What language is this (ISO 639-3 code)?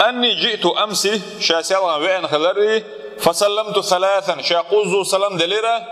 che